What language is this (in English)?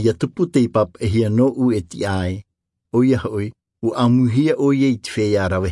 Tahitian